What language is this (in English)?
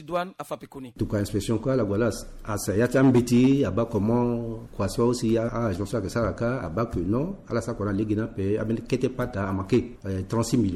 Sango